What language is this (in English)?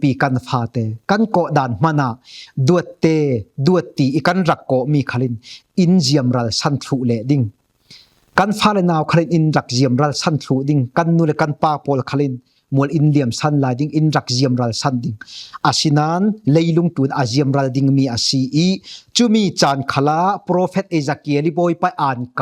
Falam Chin